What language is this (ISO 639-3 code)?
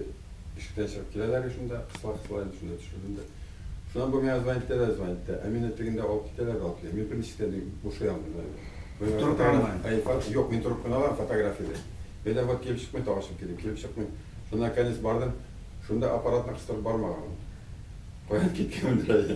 bak